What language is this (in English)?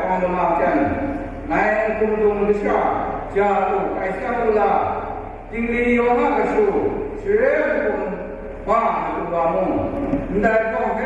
Kachin